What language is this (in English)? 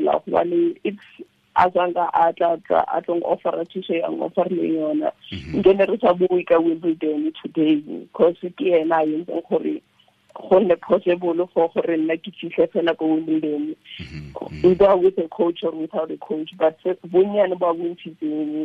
Tswana